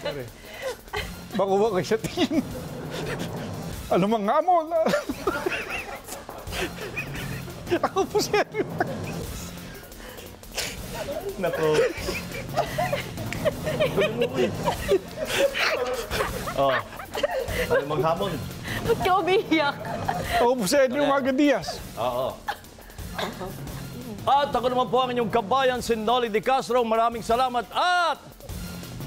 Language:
Filipino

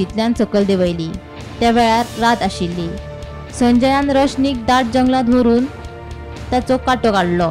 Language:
Konkani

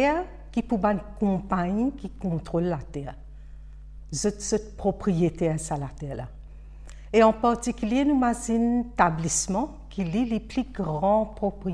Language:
Morisyen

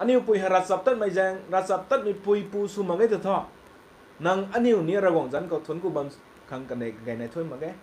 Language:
Rongmei Naga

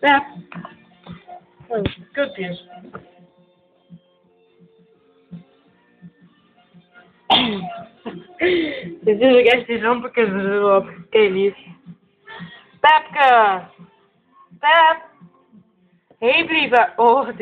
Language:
Dutch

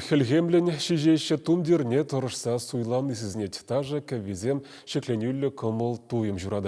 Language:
Chuvash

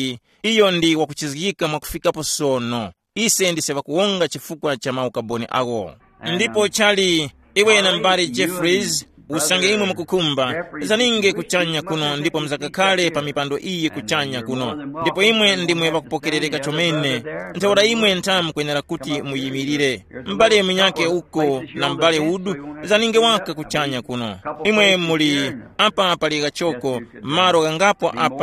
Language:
Tumbuka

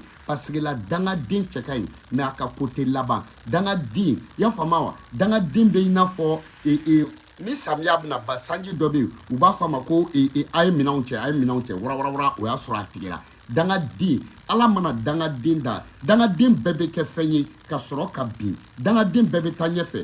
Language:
Bambara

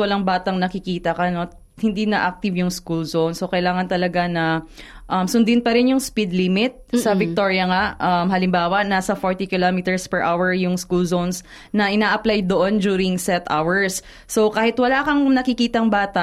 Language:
Filipino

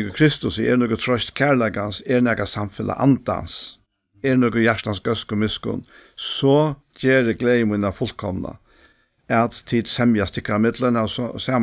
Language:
Faroese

